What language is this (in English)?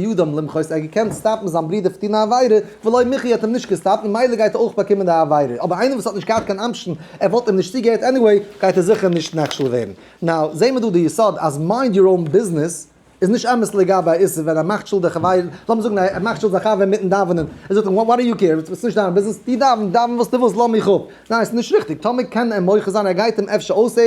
Yiddish